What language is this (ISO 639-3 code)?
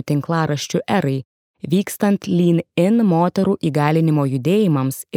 lit